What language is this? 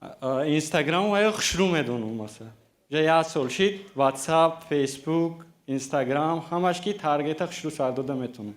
Tajik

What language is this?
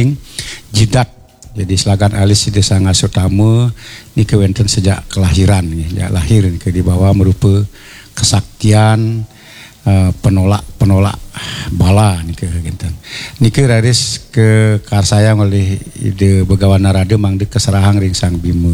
Balinese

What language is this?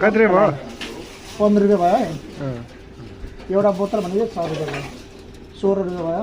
Nepali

